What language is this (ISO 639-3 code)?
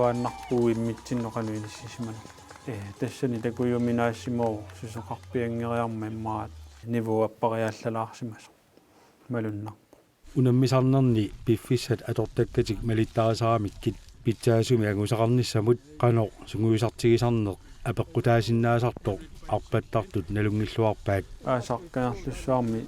kal